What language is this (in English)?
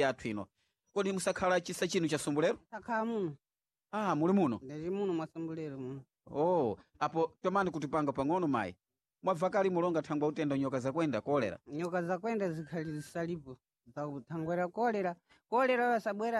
Sena